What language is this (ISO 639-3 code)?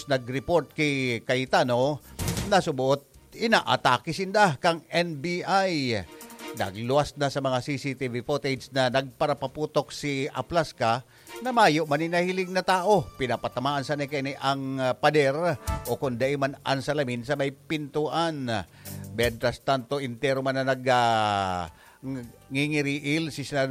bik